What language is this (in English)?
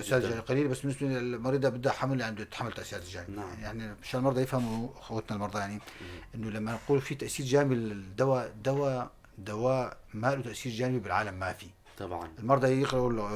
North Levantine Arabic